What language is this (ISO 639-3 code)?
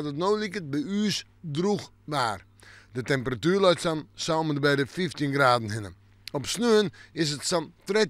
fry